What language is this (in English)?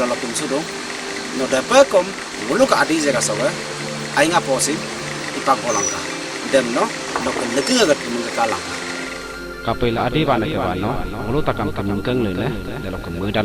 Adi